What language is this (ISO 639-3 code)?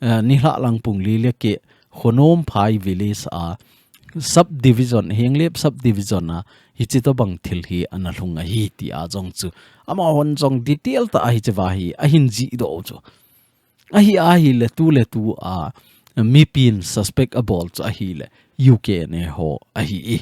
tcz